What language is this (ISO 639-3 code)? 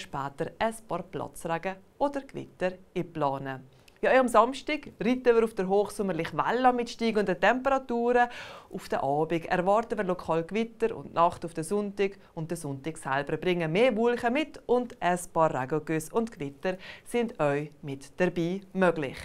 gsw